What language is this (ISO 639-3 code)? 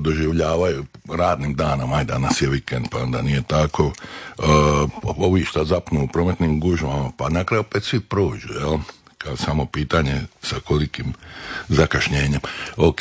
hrv